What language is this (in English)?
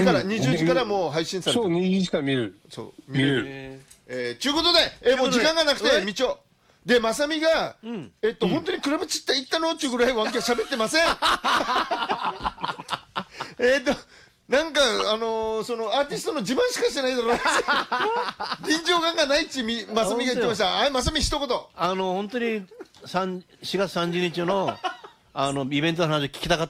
Japanese